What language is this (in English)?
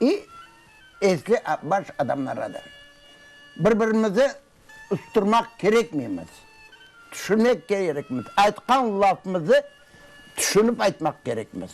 Crimean Tatar